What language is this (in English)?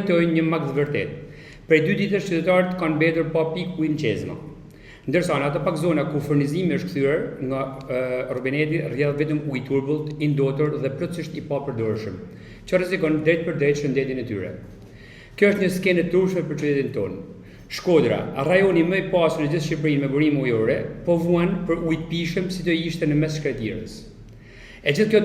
Albanian